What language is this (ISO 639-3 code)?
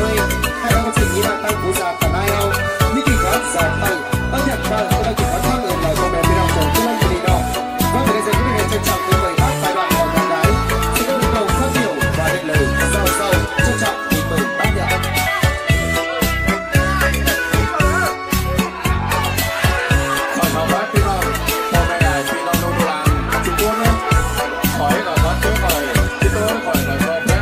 vie